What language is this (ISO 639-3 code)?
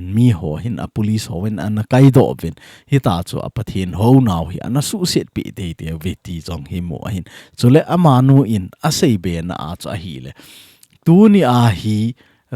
tcz